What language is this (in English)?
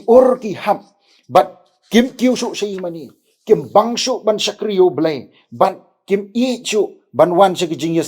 Khasi